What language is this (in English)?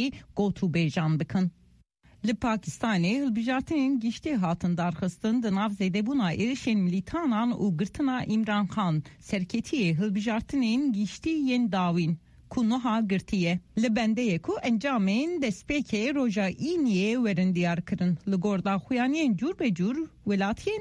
Kurdish